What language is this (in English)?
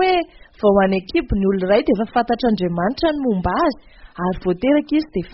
Malagasy